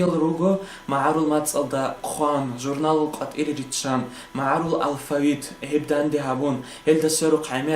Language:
Avaric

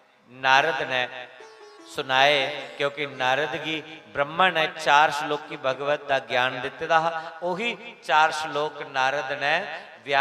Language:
Dogri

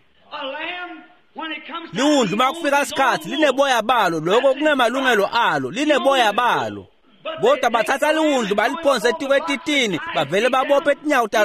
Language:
Swati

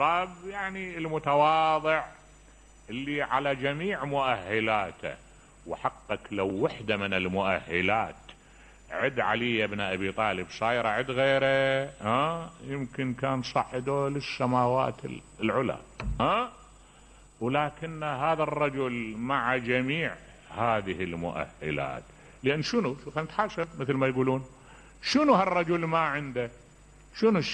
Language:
Mesopotamian Arabic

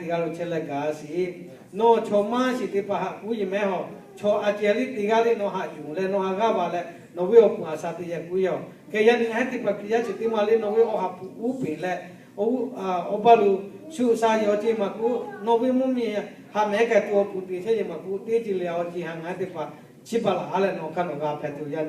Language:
Lahu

